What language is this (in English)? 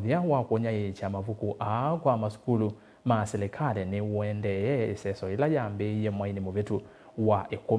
Kamba